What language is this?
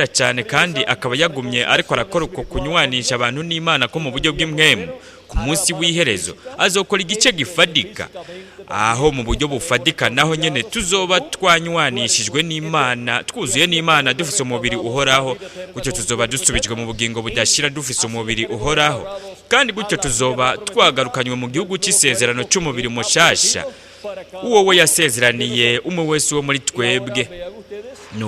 Rundi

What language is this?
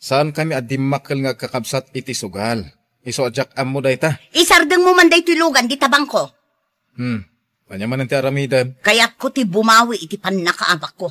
Iloko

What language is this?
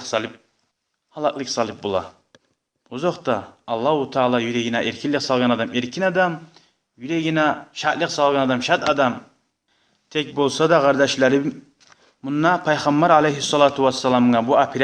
Kumyk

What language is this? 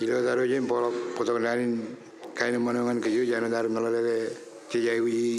Marshallese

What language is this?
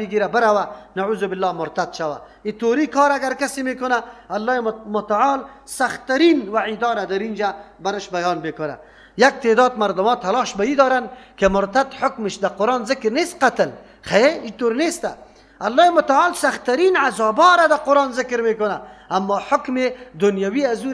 Persian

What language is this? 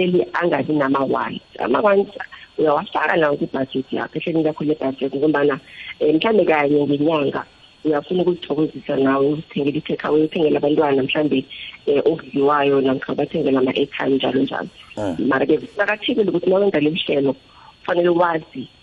South Ndebele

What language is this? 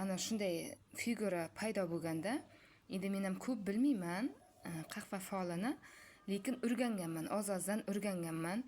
Uzbek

